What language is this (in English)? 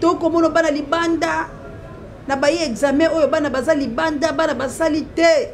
Lingala